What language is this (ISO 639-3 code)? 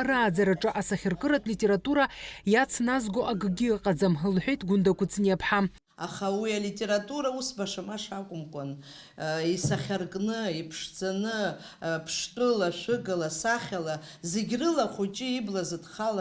abk